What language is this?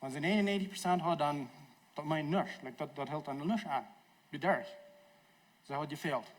Plautdietsch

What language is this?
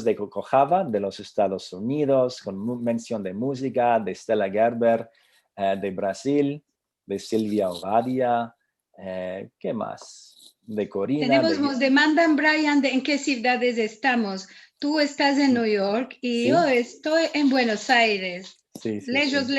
Ladino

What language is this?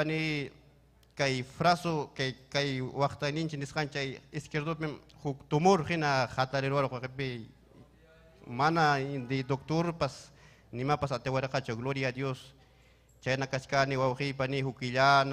Ayacucho Quechua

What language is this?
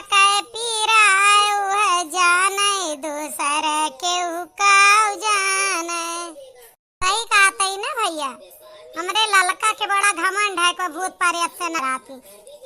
Awadhi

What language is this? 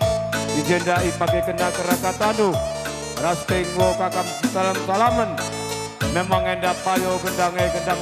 Batak Karo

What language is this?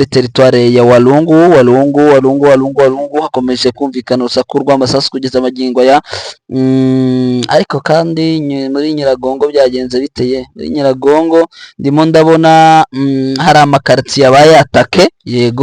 Kinyarwanda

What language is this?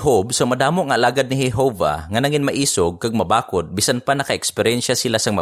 Hiligaynon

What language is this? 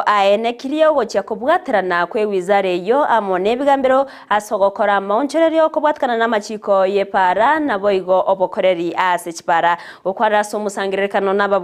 Gusii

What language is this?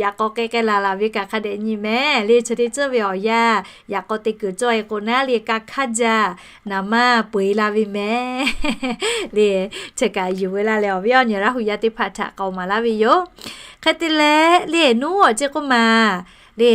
Lahu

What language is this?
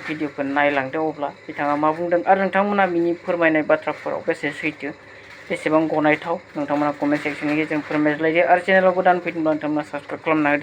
Bodo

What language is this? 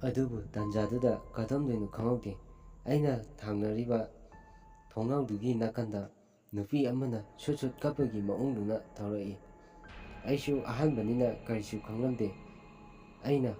Manipuri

